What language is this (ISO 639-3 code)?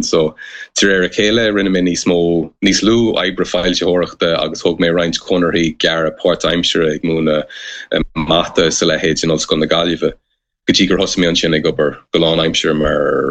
gle